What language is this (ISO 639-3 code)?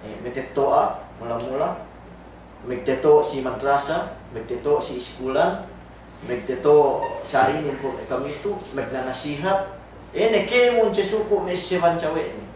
yka